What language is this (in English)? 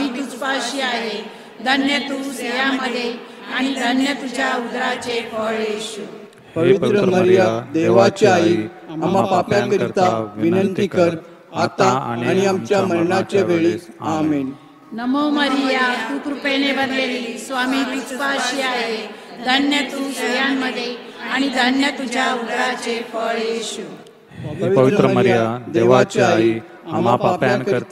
Marathi